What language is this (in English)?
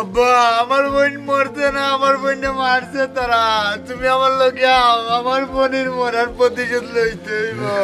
Sylheti